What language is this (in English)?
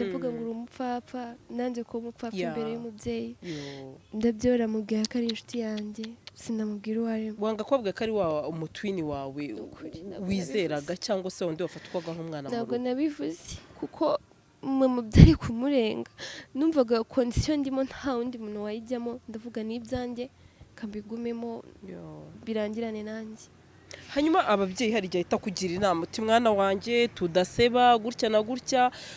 Kinyarwanda